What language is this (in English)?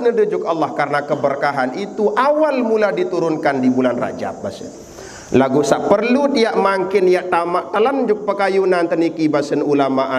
Sasak